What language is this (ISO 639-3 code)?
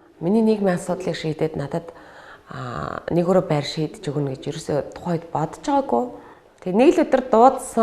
mon